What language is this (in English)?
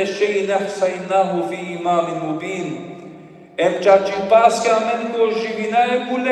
Balkan Romani